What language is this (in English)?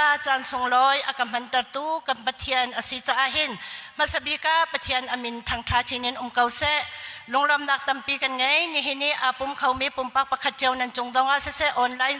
Hakha Chin